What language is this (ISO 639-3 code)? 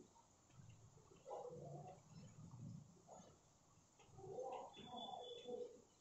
guj